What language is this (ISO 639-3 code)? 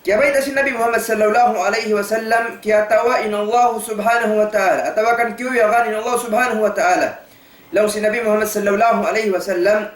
tsg